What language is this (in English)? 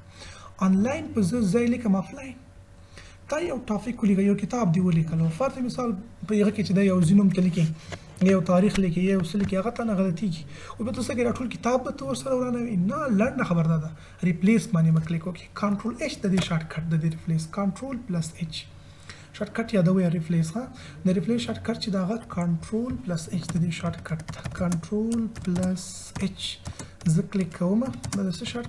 Pashto